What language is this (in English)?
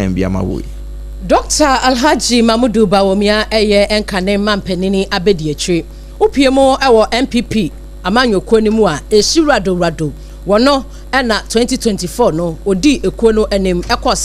Akan